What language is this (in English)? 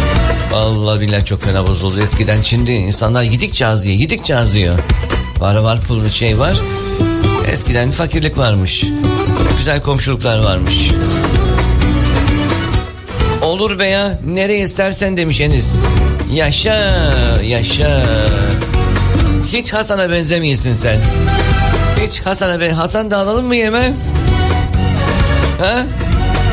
Turkish